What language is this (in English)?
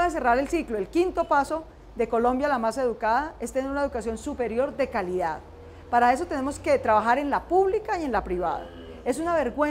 Spanish